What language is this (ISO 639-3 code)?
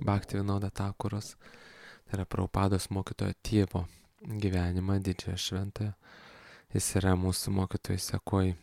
lit